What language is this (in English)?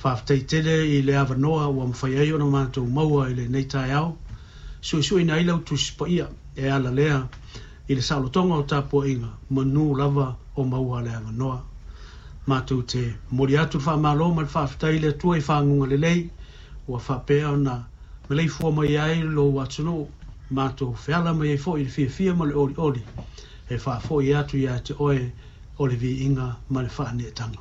Samoan